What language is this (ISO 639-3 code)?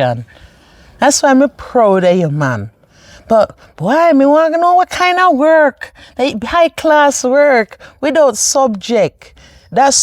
jam